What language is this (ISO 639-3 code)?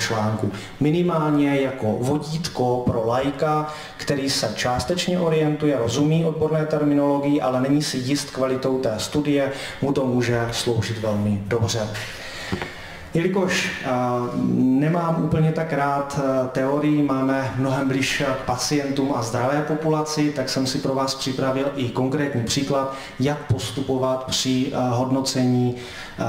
ces